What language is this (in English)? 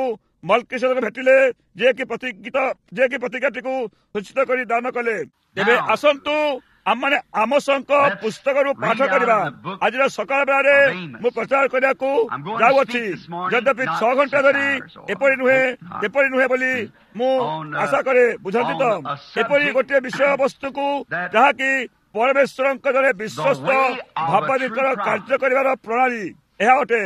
Odia